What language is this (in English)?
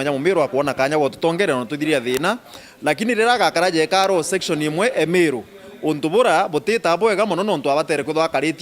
Meru